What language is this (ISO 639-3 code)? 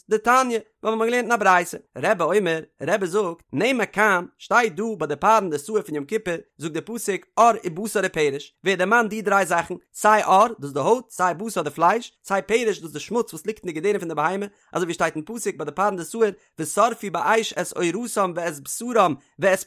yid